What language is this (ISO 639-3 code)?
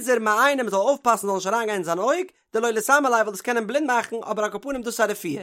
yid